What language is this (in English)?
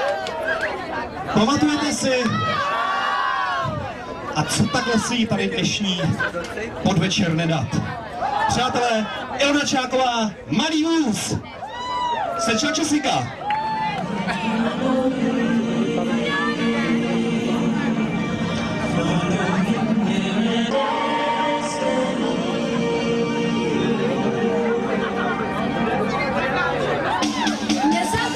Czech